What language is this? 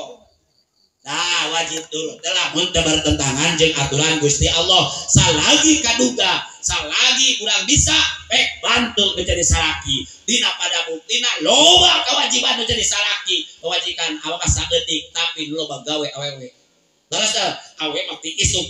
Sundanese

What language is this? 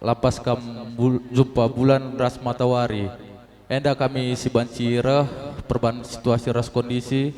Batak Karo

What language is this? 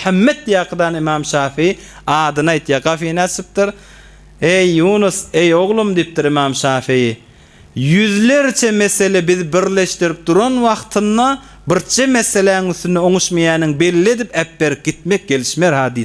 Turkmen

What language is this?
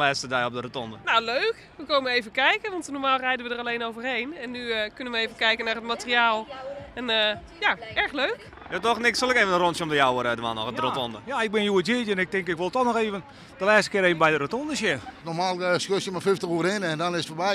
Western Frisian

